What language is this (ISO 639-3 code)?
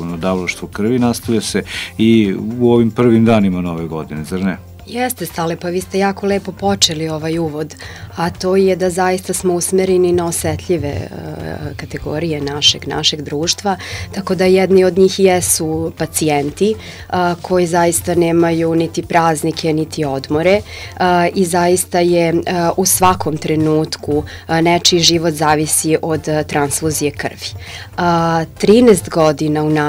srp